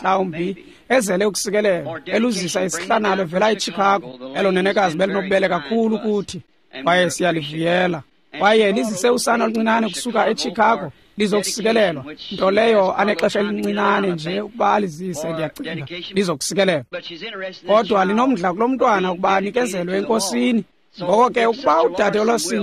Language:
Xhosa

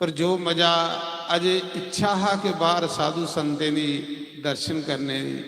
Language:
Dogri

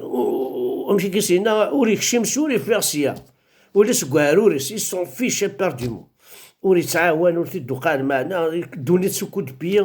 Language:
Kabyle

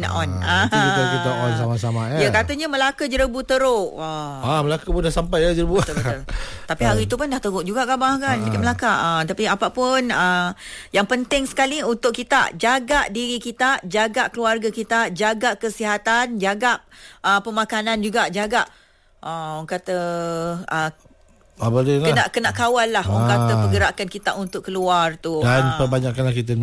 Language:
Malay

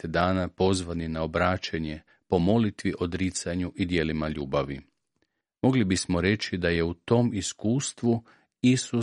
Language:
Croatian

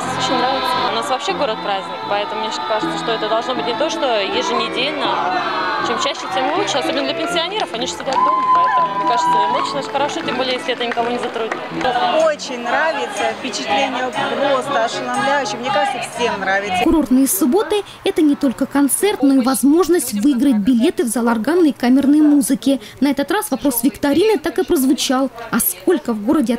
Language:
Russian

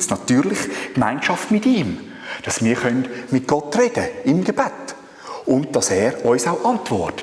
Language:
Swiss German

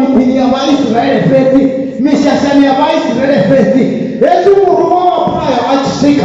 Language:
Venda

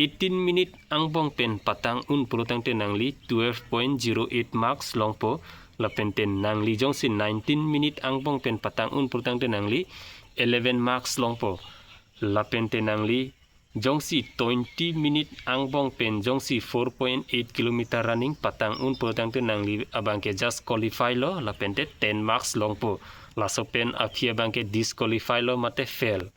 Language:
Karbi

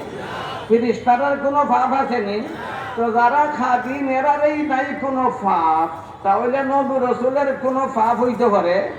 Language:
Sylheti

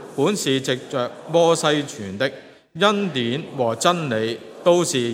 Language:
Cantonese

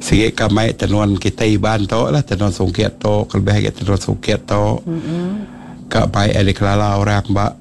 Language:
Iban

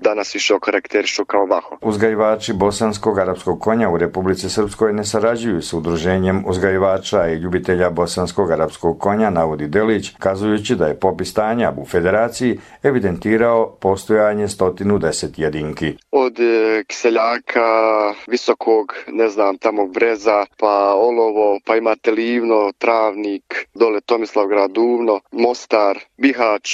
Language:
Bosnian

